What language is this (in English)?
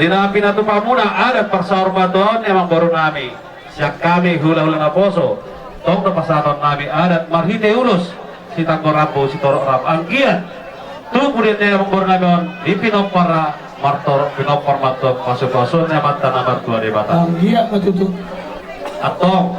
Batak Toba